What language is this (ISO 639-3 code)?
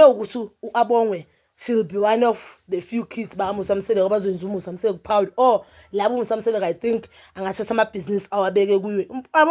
zul